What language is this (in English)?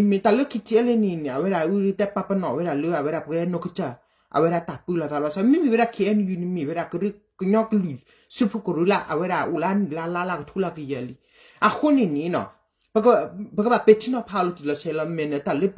S'gaw Karen